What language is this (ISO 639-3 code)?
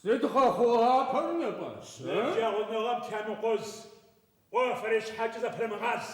ady